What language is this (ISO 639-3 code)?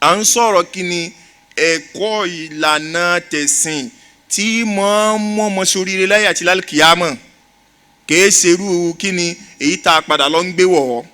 yor